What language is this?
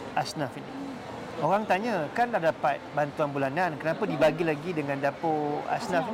Malay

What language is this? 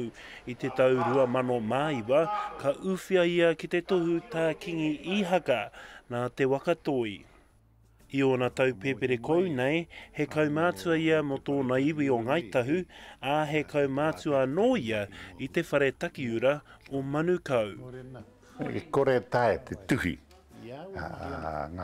Māori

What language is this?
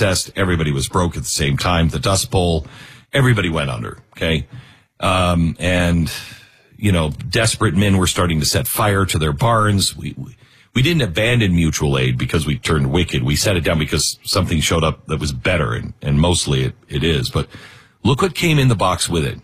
English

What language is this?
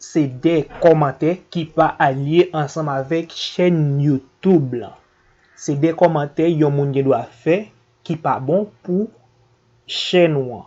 Haitian Creole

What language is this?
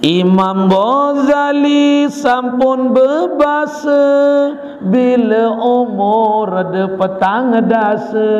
Sasak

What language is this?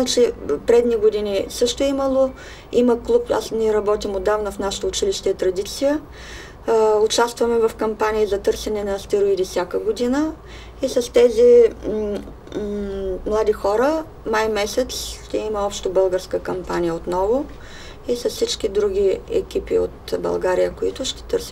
Bulgarian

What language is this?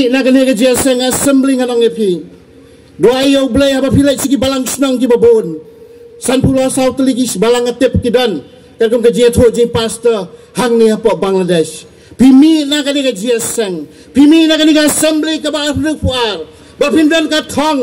Khasi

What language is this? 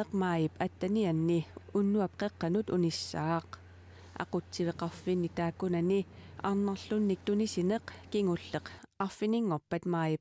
Kalaallisut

